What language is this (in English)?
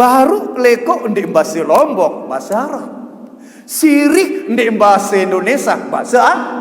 Sasak